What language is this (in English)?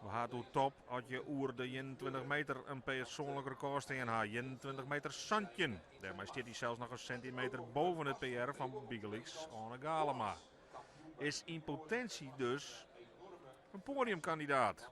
Western Frisian